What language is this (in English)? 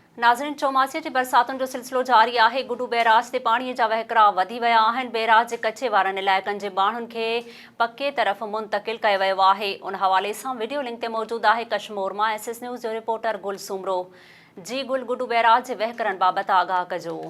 Sindhi